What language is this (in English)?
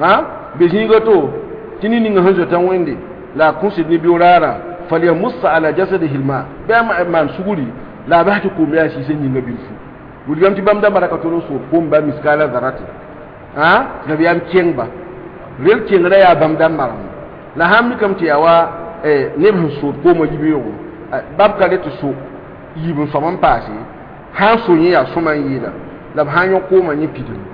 Mossi